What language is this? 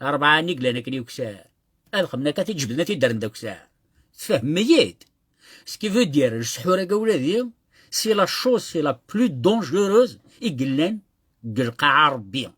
Kabyle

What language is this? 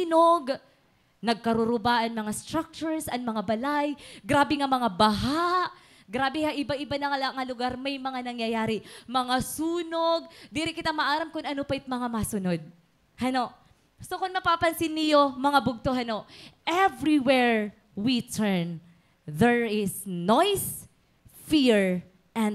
Waray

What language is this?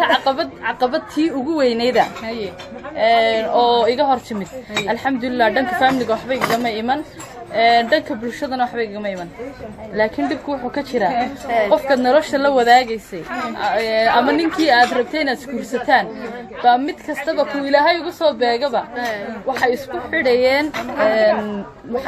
Somali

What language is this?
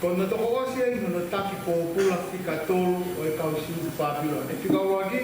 Tongan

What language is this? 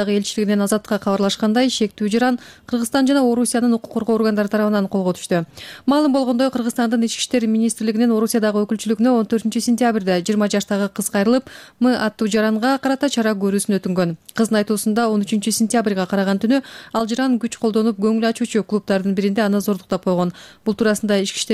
Kyrgyz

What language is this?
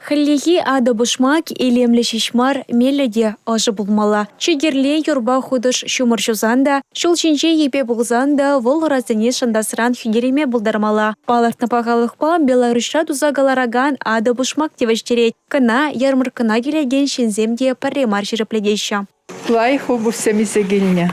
Chuvash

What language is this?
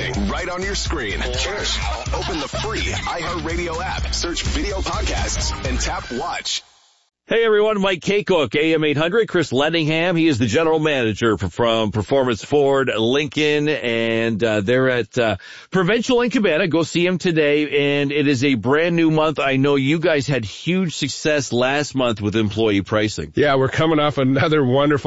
English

